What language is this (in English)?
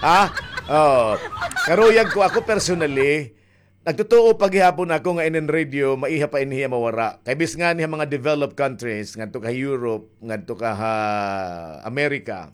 Waray